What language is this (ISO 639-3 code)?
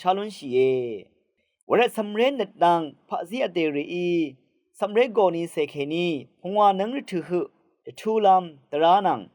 raw